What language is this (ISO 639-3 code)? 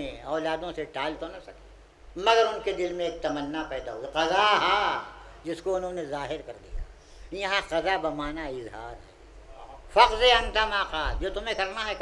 urd